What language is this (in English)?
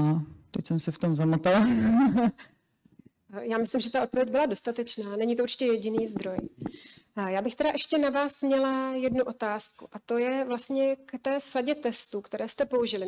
Czech